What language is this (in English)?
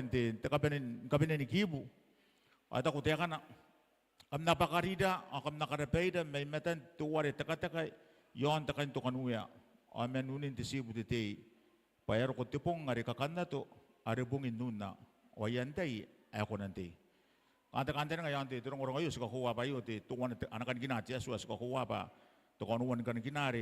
Gilbertese